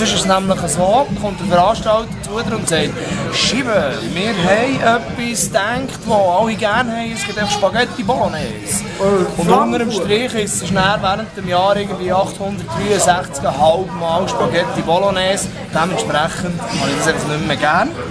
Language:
Swiss German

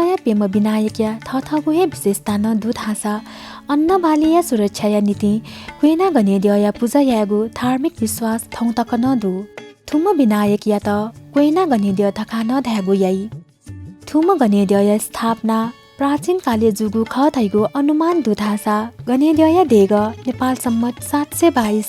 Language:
Newari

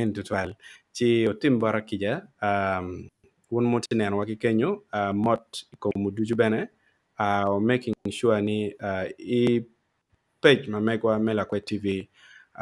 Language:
Acoli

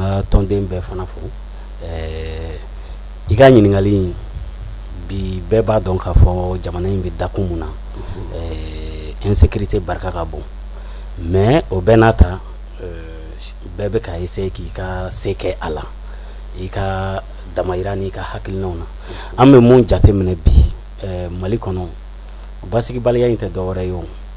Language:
Bambara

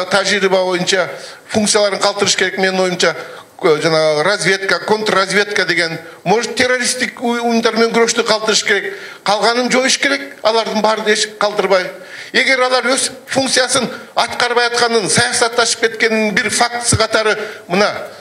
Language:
Kyrgyz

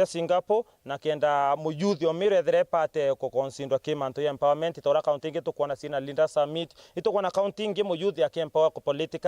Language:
Meru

